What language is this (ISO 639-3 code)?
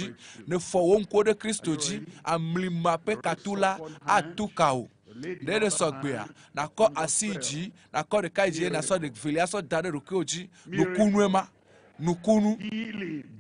ewe